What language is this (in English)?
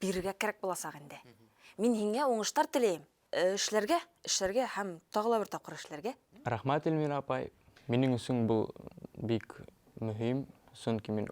Bashkir